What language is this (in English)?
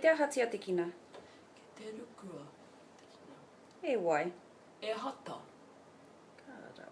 Māori